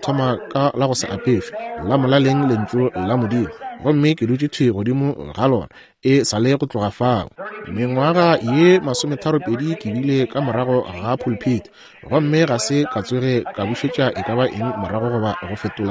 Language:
Northern Sotho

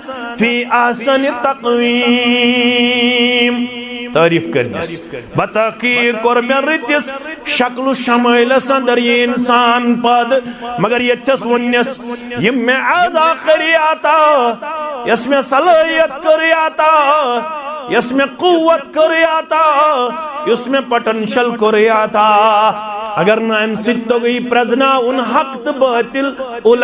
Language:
Kashmiri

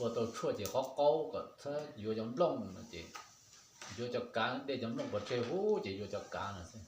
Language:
Hmong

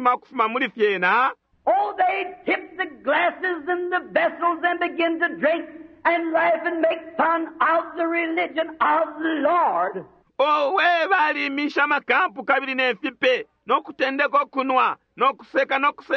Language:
Bemba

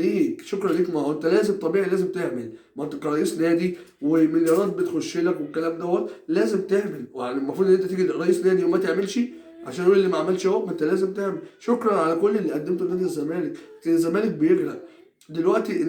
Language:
Egyptian Arabic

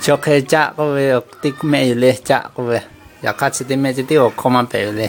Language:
Lahu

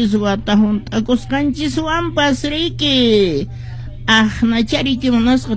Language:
Quechua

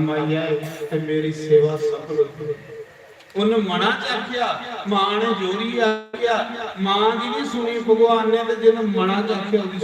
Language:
Dogri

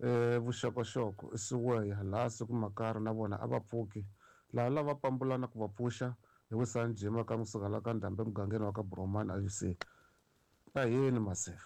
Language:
Tsonga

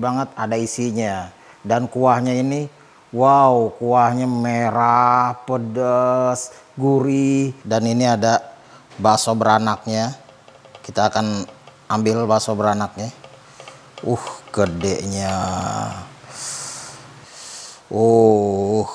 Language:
Indonesian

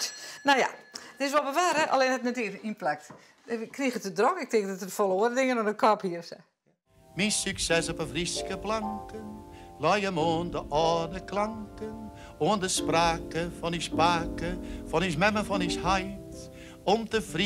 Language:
Western Frisian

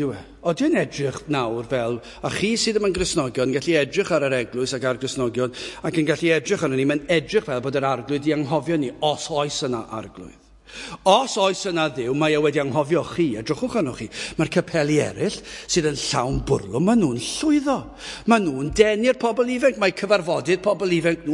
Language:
Welsh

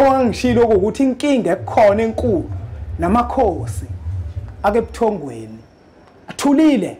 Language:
Zulu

